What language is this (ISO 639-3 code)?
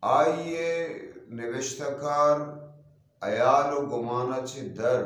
bgp